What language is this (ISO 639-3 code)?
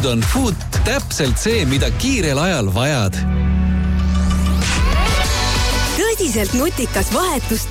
est